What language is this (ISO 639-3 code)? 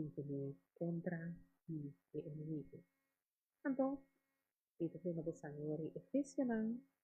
pap